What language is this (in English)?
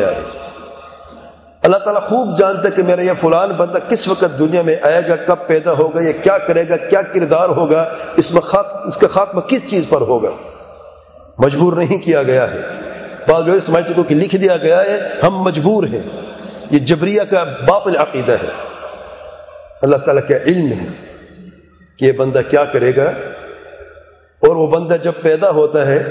Urdu